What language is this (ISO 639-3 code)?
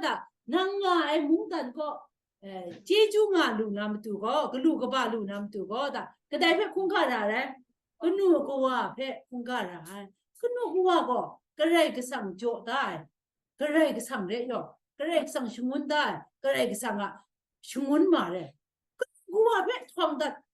kac